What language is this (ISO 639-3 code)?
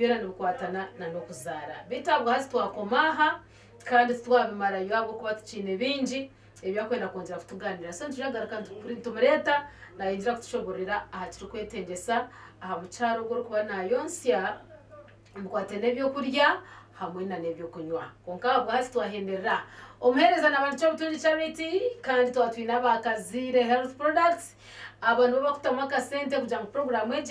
nyn